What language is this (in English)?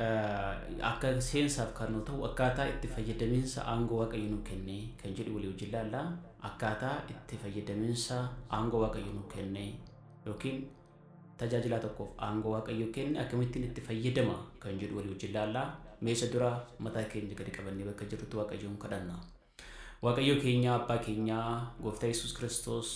Oromo